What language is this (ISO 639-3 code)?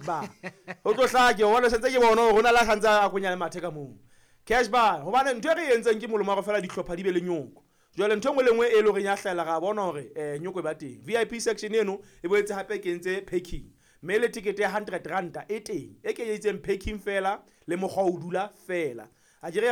sot